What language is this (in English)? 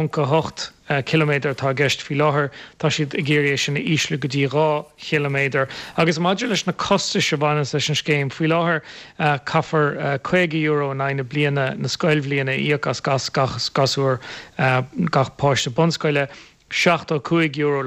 Irish